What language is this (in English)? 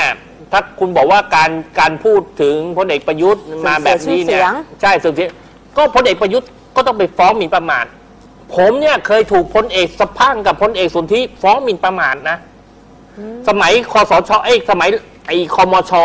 Thai